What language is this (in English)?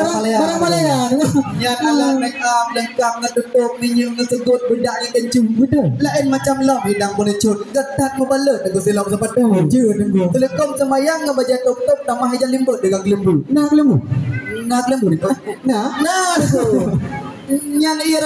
Achinese